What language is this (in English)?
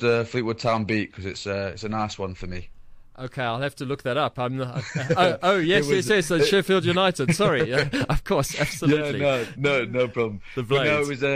English